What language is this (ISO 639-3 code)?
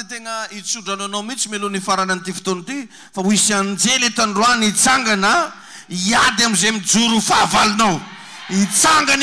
mlg